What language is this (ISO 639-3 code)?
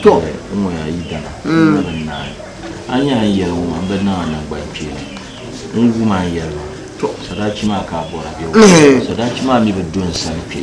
dag